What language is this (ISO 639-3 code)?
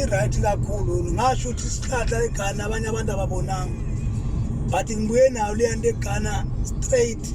zul